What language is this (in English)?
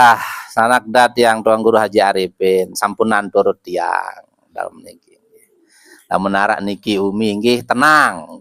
Sasak